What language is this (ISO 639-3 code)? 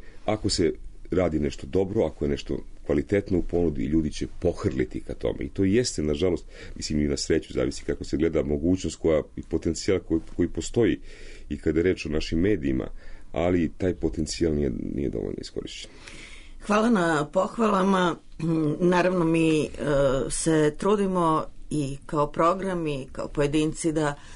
srp